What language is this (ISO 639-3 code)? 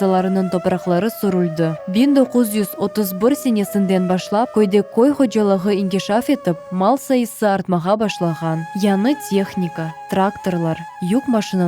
crh